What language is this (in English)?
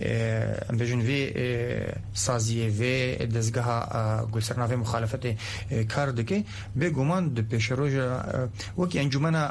Kurdish